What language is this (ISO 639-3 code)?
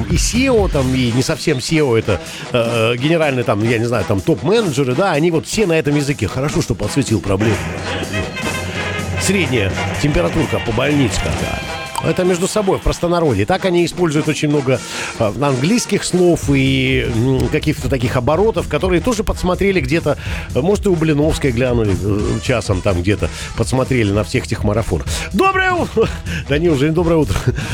rus